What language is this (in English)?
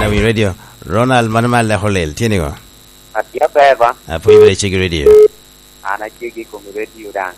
Lango (Uganda)